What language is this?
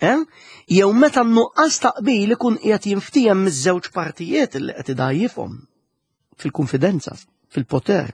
Maltese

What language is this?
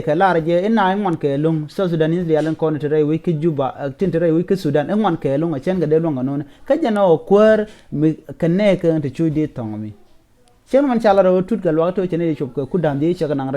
Nuer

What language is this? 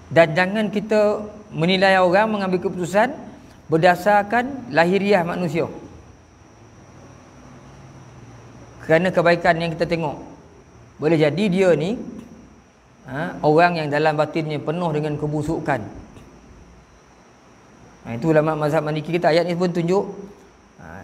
Malay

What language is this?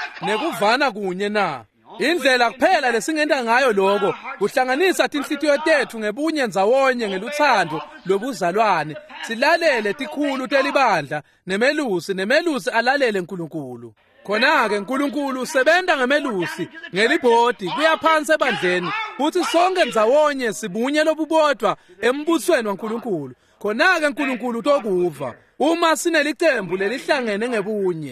Swati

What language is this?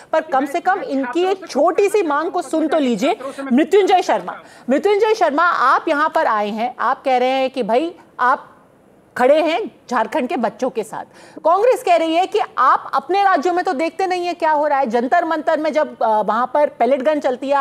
Hindi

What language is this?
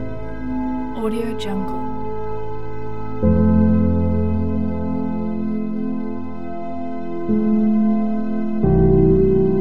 Malay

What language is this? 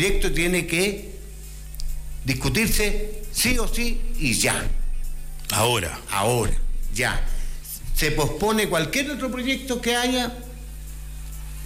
Spanish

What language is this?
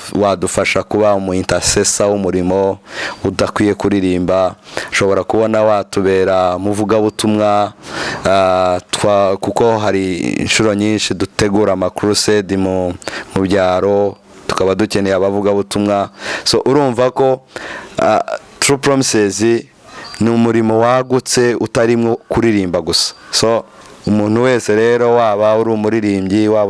Kinyarwanda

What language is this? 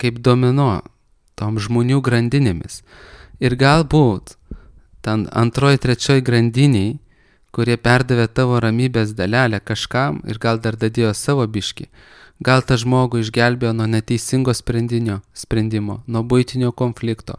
Lithuanian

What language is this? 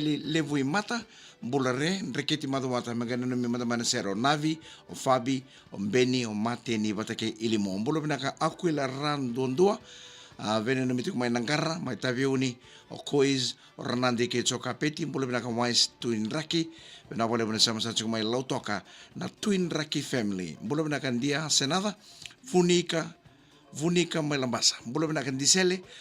Fijian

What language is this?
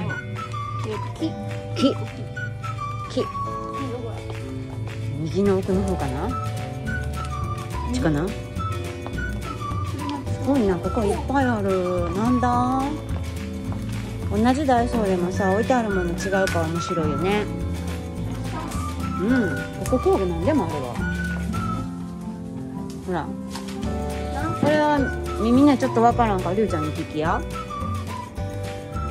Japanese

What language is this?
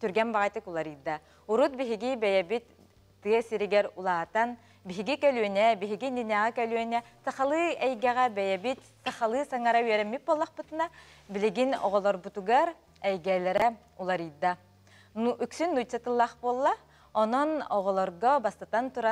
Yakut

